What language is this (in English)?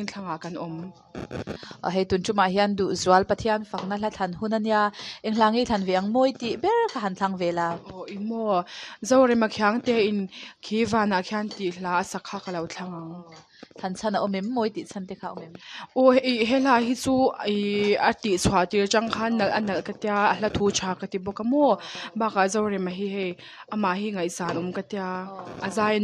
Mizo